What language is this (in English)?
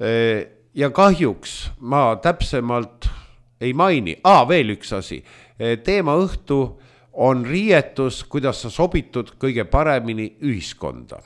Estonian